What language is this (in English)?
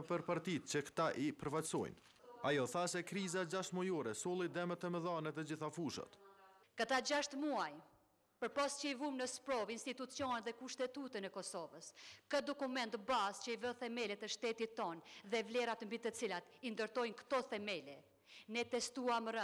Albanian